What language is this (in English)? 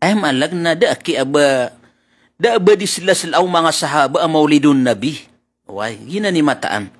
Maranao